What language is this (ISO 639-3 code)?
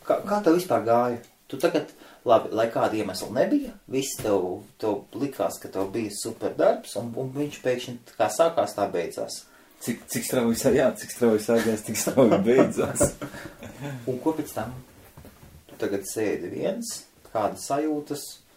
lav